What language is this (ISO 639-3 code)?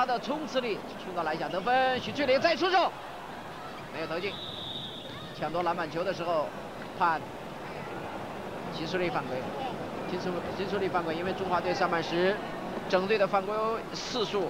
zho